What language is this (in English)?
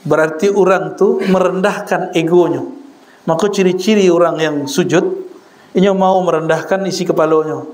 Minangkabau